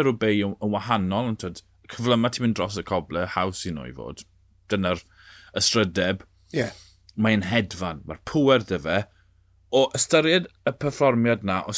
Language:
Welsh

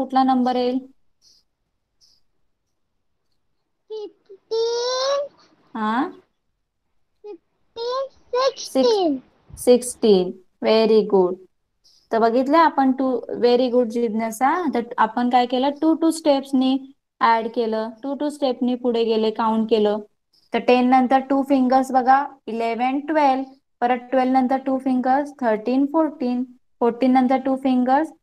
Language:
Marathi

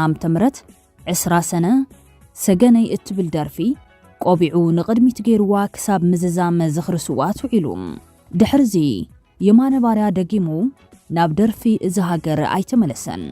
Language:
Tigrinya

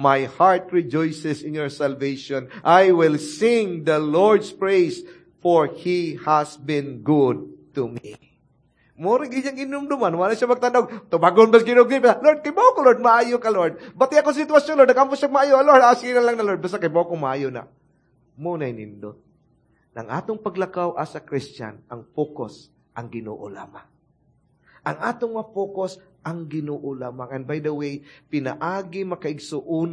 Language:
Cebuano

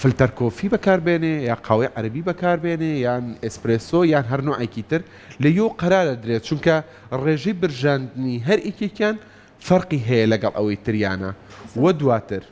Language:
Central Kurdish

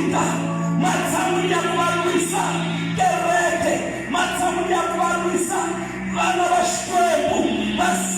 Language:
Tsonga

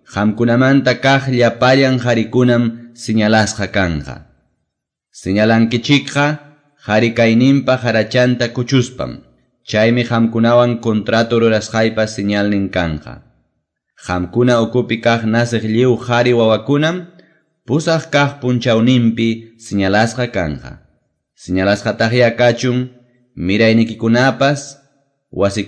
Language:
Quechua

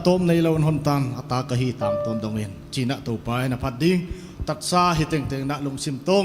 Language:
Paite Chin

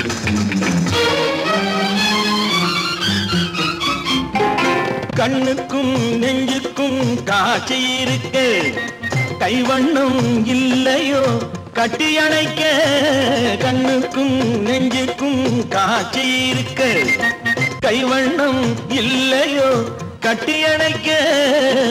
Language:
Tamil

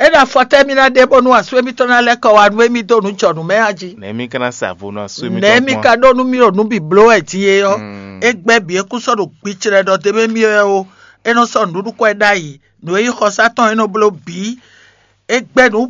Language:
Fon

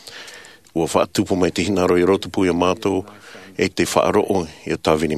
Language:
Tahitian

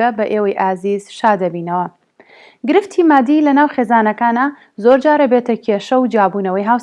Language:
Central Kurdish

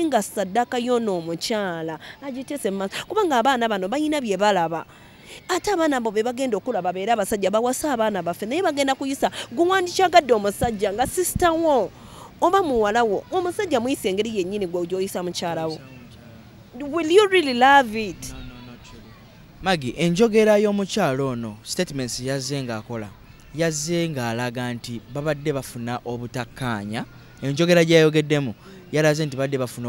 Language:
Ganda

